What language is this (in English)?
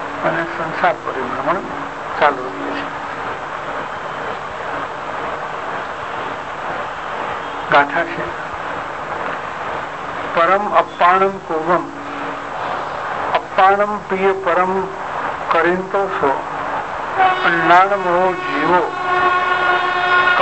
Gujarati